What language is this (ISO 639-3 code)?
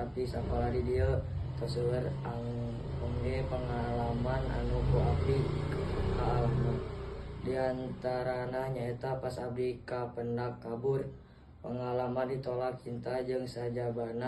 sun